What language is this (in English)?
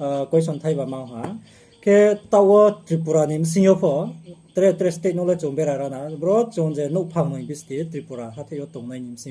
Riang (India)